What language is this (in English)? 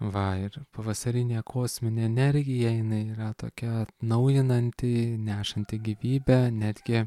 Lithuanian